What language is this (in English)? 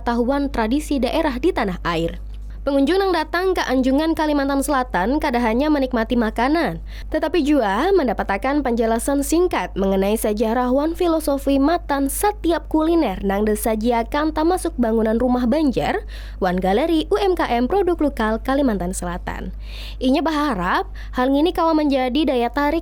Banjar